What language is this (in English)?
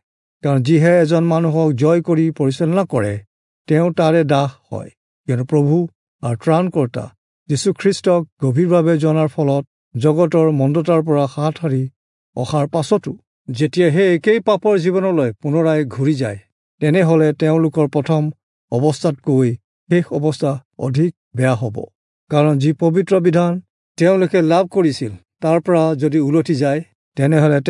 Assamese